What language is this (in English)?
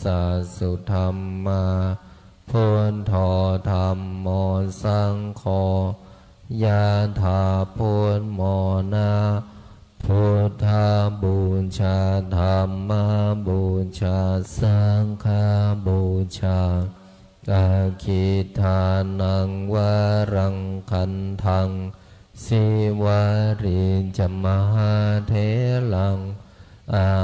Pali